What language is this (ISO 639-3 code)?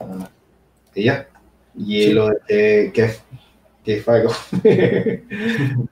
ast